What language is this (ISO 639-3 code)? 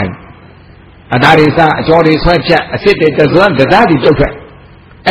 mya